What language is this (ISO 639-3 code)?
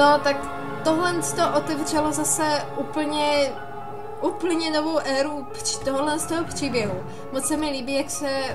ces